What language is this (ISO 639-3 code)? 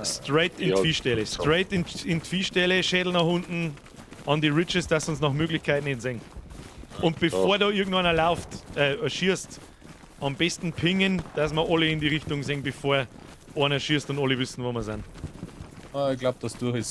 bar